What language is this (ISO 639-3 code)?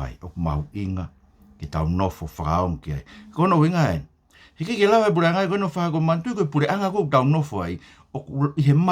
ton